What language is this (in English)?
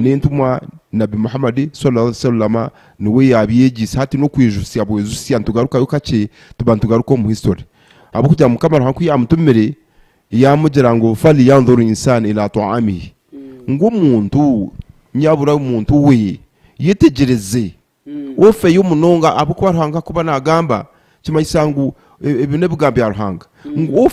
Nyankole